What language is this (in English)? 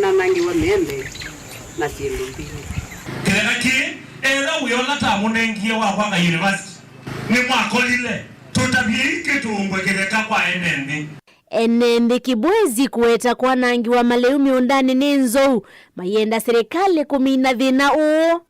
Kamba